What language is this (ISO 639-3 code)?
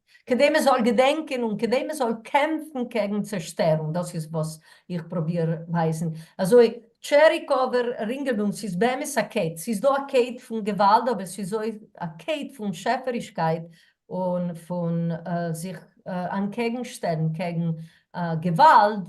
yid